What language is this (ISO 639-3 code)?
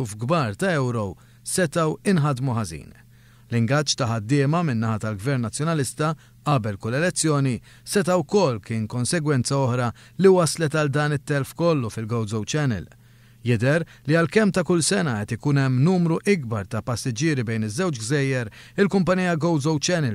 mlt